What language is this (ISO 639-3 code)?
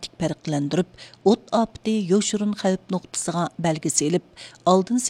uig